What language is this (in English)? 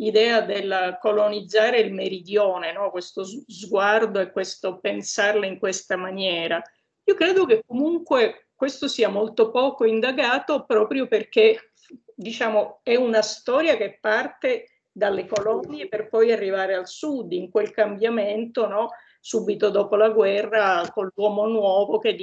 Italian